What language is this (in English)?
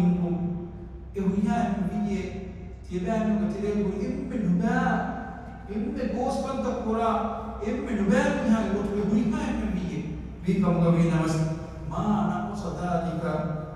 Divehi